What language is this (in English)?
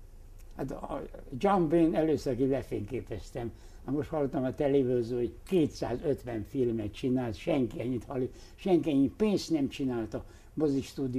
Hungarian